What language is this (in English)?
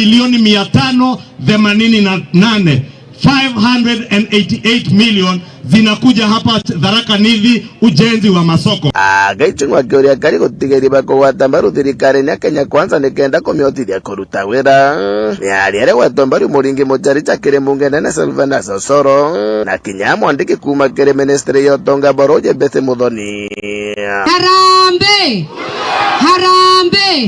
Meru